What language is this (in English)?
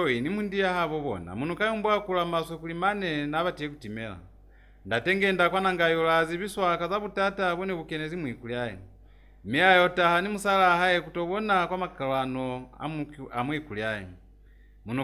Lozi